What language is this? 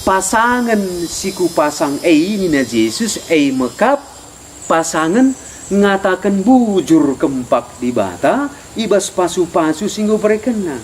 Batak Karo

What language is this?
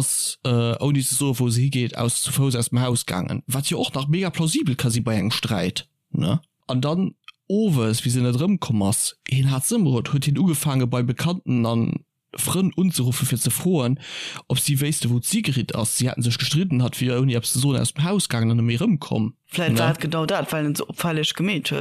Luxembourgish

